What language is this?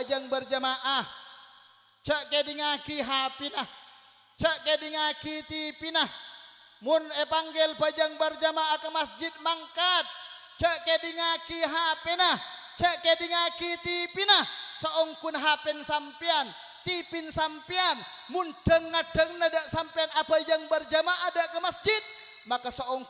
Madurese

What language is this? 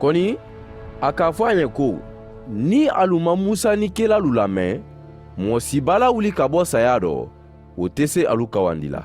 Mandingo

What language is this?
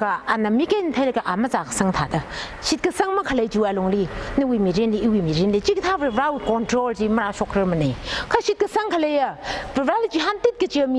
Tangkhul Naga (India)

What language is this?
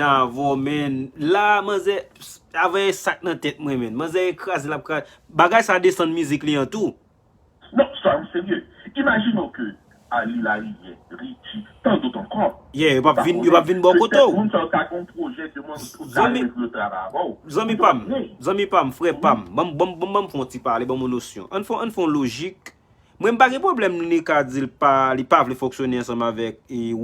Haitian Creole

